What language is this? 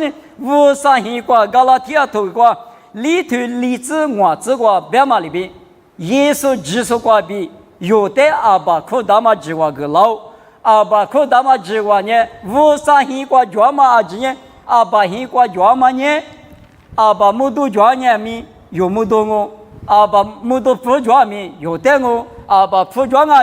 Lisu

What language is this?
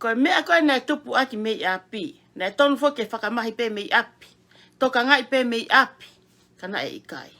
Tongan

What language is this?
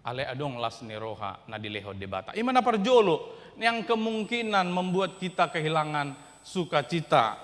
Batak Toba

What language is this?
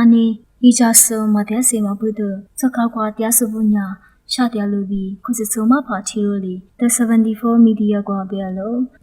Lisu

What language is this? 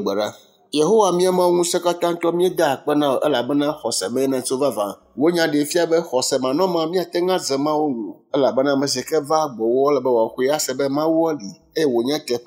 Ewe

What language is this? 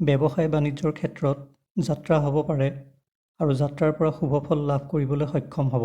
Assamese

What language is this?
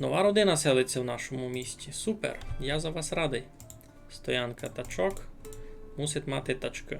Rusyn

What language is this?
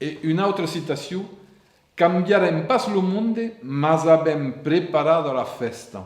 Occitan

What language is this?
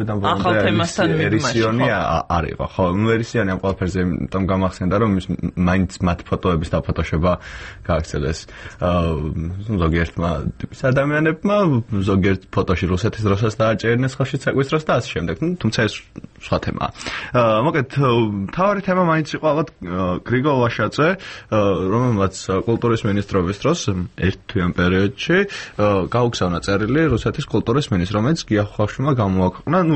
Georgian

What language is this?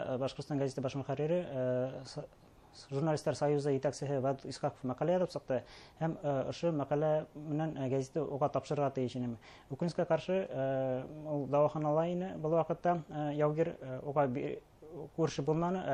Bashkir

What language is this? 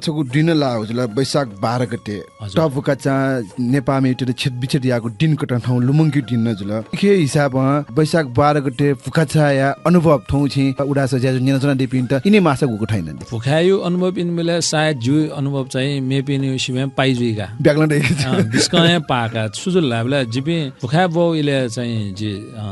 Newari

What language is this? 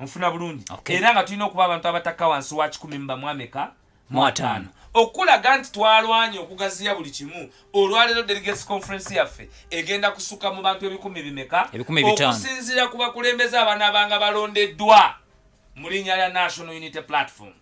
Ganda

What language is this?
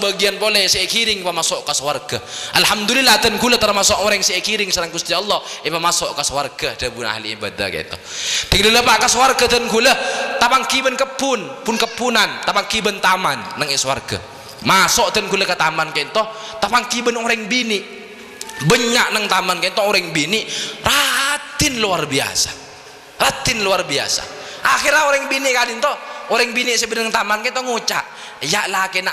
Madurese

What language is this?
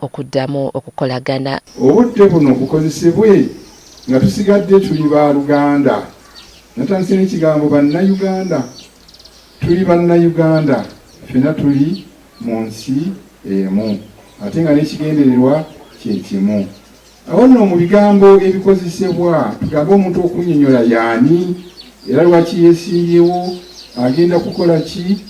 Ganda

